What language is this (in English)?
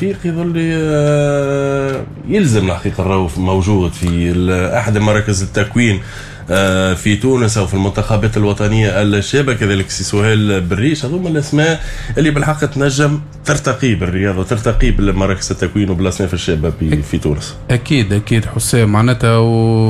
Tunisian Arabic